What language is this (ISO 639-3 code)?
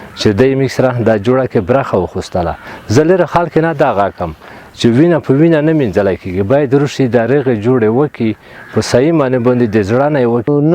pus